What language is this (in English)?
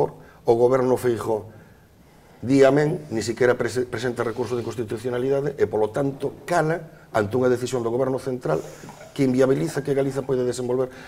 Galician